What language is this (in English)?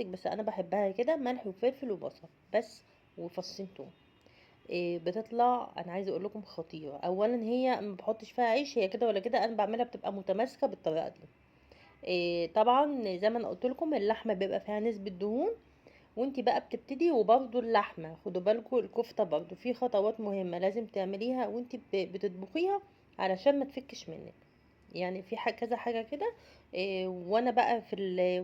Egyptian Arabic